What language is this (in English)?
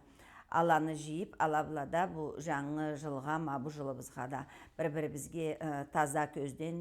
Karachay-Balkar